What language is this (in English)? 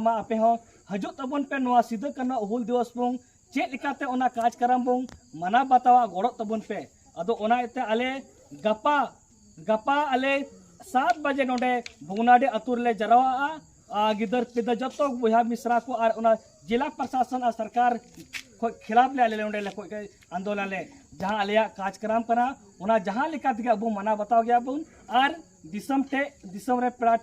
Santali